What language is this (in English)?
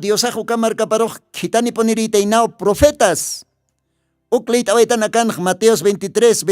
Aymara